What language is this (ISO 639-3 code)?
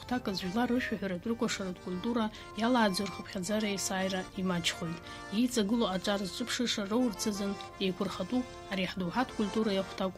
abk